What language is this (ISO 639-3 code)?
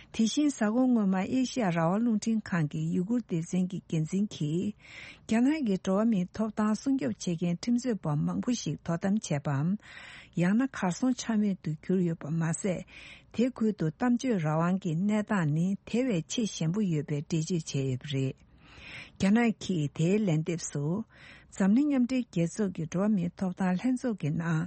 bod